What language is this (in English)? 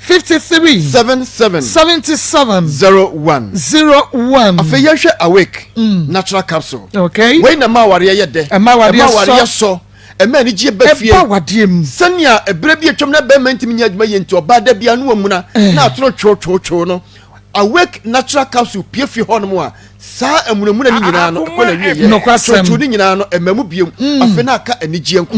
Akan